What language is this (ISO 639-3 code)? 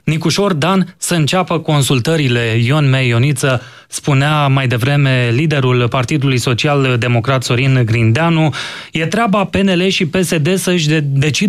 ron